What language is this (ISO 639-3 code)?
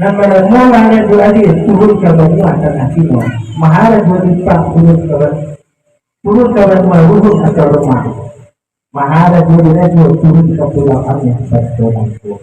min